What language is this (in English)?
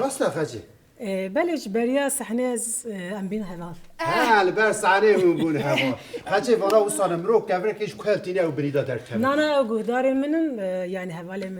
Kurdish